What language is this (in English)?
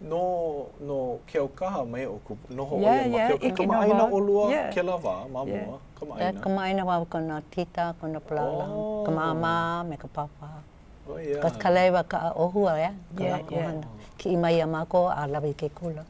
Hawaiian